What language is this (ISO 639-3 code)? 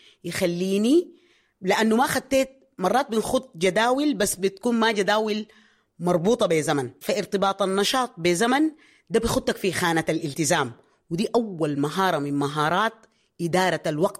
apd